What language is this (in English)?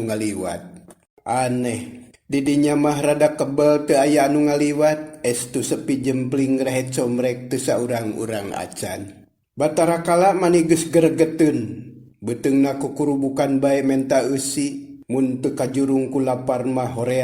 Sundanese